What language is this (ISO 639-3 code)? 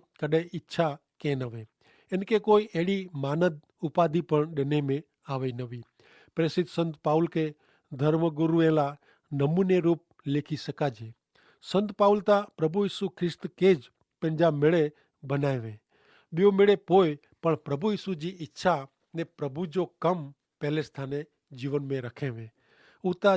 kfr